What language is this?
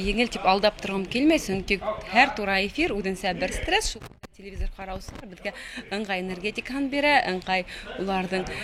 Bashkir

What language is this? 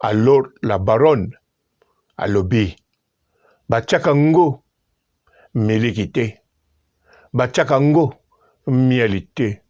Lingala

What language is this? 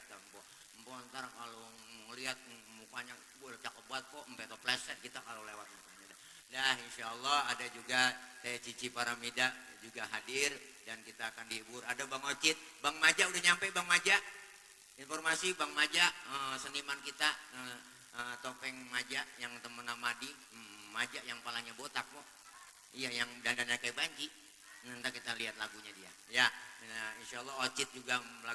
Betawi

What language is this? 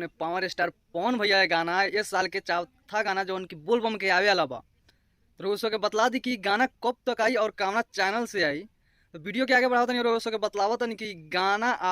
Bhojpuri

